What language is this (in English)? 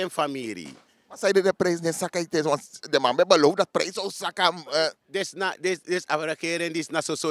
Sranan Tongo